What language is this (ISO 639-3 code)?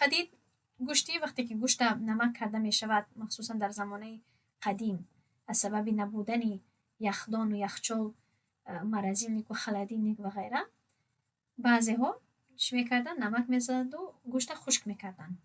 tgk